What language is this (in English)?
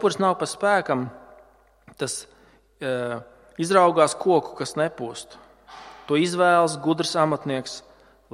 Latvian